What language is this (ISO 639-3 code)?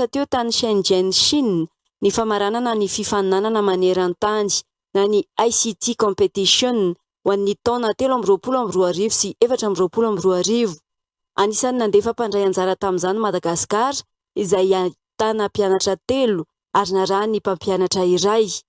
mlg